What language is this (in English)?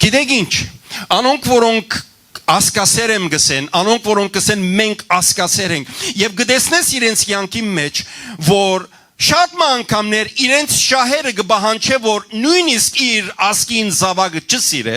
Western Armenian